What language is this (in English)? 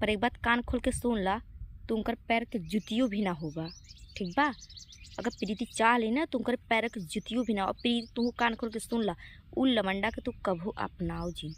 Bhojpuri